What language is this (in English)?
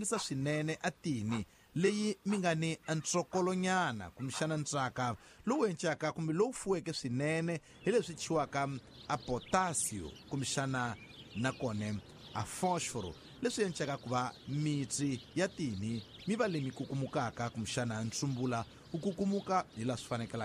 Tsonga